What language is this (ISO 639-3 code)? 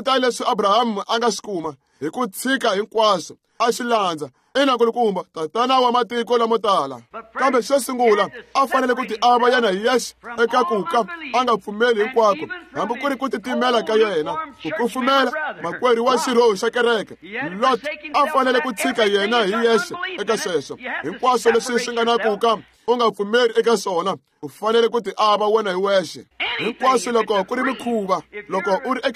tso